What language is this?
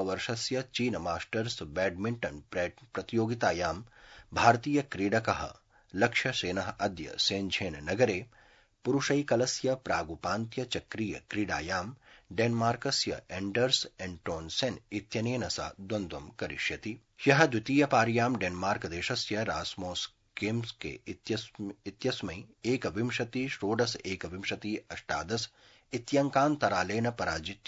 Sanskrit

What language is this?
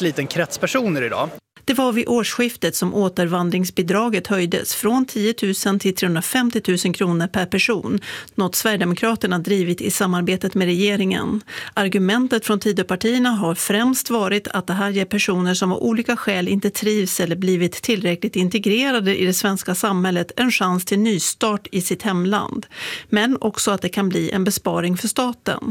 Swedish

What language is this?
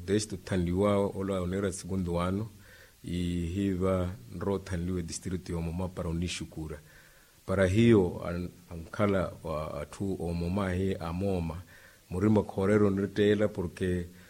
Makhuwa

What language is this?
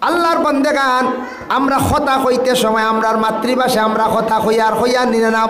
Sylheti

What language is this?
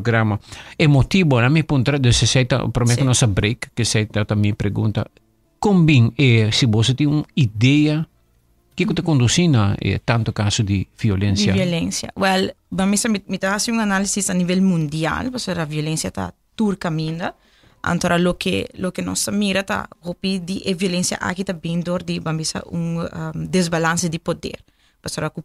Papiamento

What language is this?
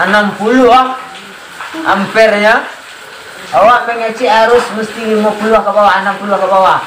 Minangkabau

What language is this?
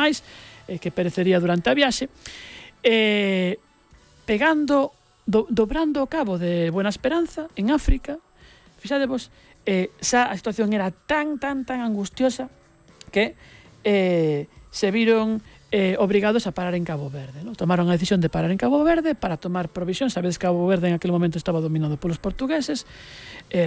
Galician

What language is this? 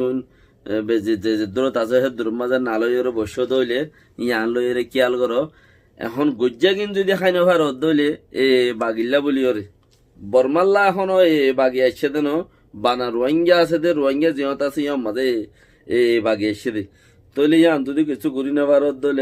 Rohingya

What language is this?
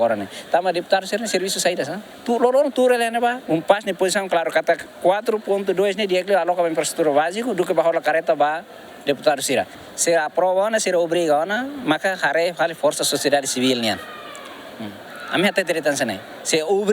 Tetum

